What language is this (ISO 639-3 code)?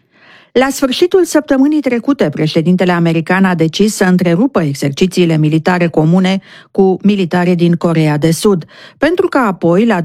ron